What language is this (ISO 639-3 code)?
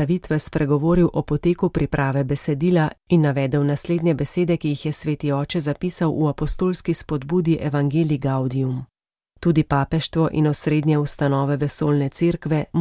slv